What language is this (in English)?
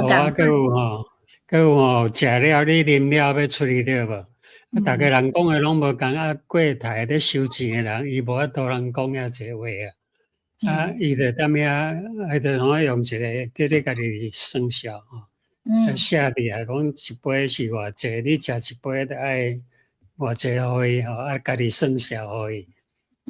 Min Nan Chinese